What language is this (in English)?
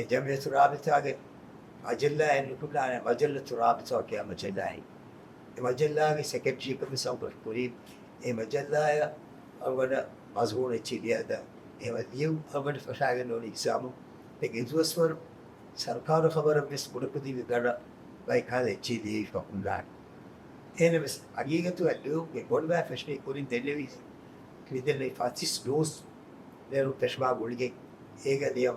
Divehi